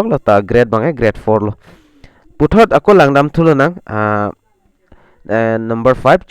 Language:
Karbi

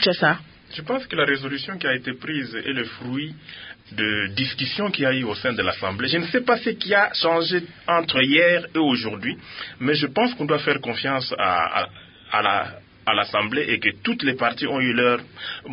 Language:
French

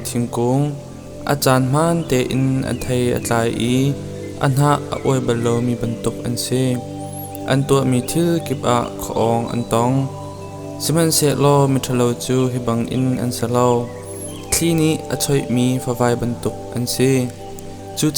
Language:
Hakha Chin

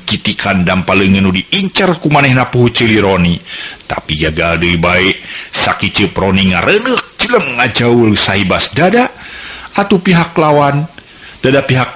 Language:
Sundanese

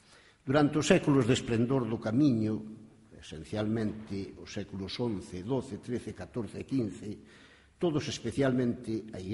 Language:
Galician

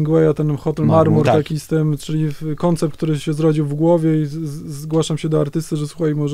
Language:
Polish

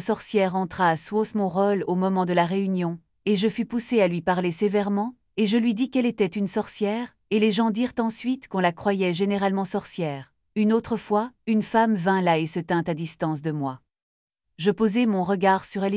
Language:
French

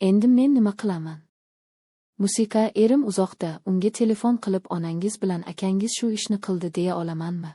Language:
Uzbek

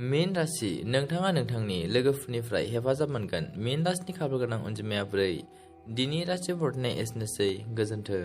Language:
Bodo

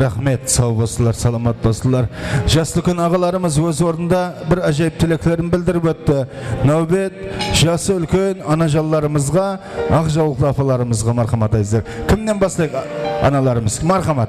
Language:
Kara-Kalpak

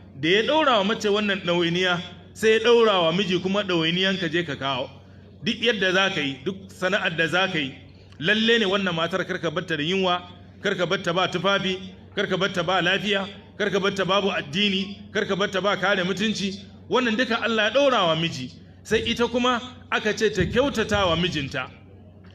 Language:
Hausa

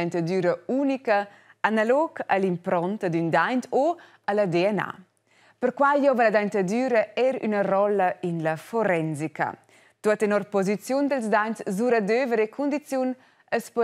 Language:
Romansh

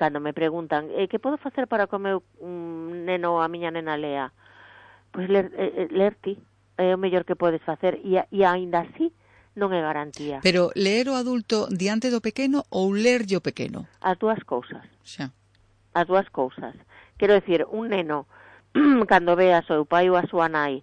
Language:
Galician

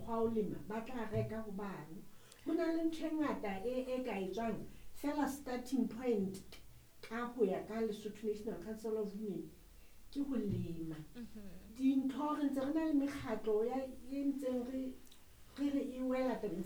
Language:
Southern Sotho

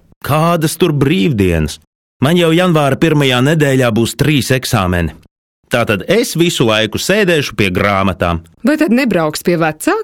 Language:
Latvian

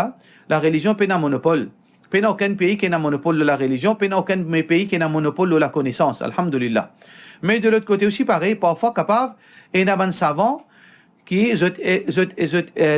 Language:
Morisyen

